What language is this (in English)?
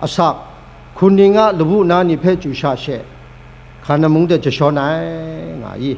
Kachin